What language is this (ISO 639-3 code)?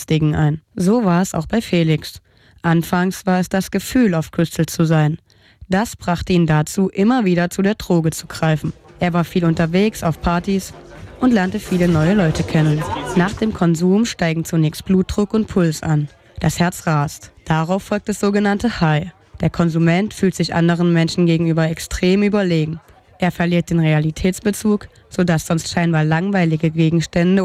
deu